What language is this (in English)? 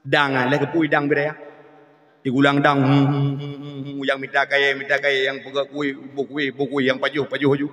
Achinese